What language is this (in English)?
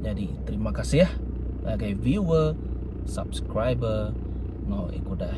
Iban